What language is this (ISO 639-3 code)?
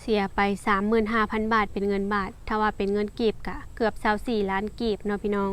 lao